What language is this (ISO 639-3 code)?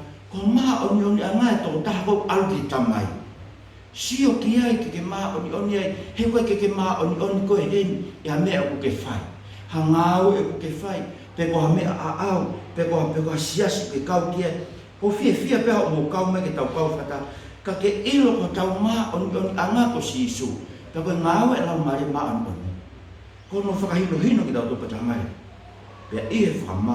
ton